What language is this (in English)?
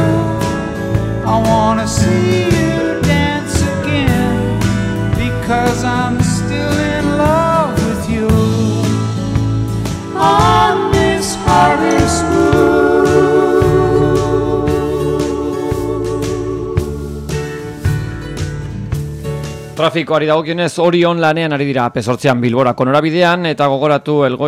Basque